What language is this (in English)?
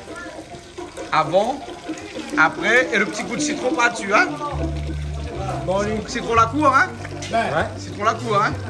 Réunion Creole French